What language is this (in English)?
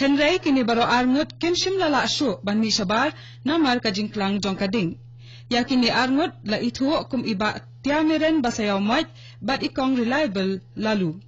Khasi